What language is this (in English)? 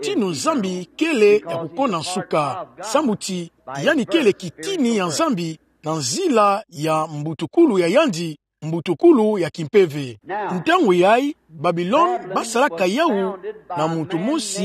Kituba (Democratic Republic of Congo)